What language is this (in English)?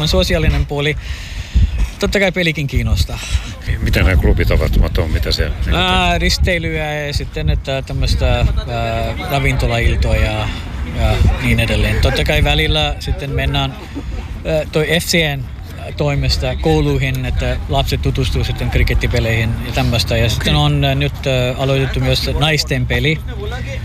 Finnish